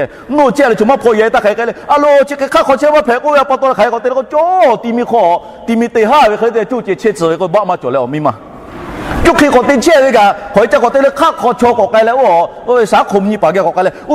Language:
Lahu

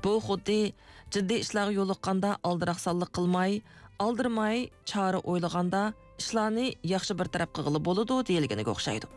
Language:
Uyghur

